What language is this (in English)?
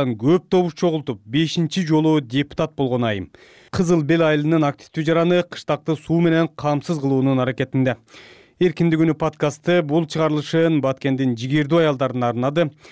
Kyrgyz